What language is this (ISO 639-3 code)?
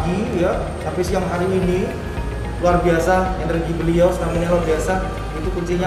ind